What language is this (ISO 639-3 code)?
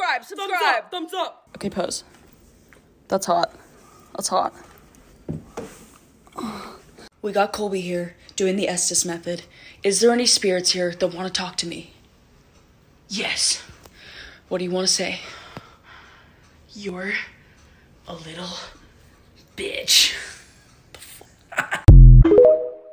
eng